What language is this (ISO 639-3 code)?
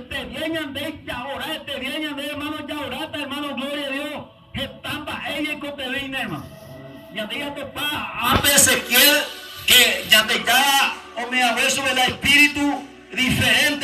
grn